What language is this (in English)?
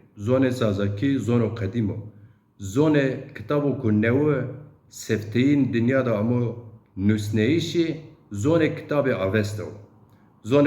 Zaza